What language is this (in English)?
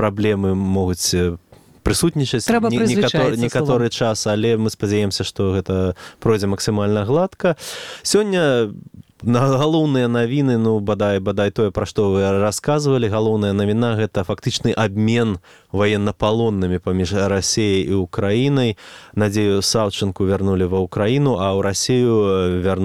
Belarusian